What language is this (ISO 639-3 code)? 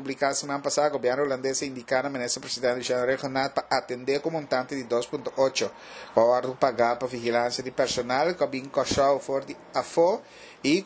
pap